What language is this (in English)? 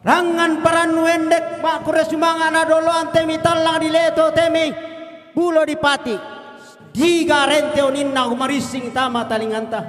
Toraja-Sa'dan